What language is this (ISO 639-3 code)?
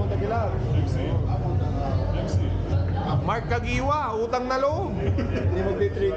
fil